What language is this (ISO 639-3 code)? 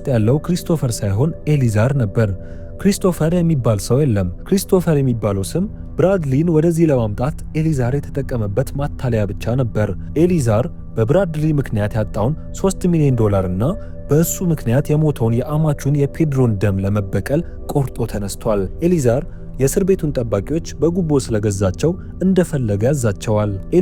amh